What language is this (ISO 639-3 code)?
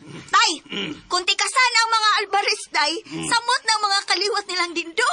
ceb